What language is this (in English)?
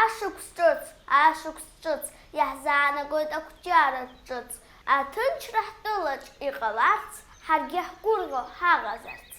Abkhazian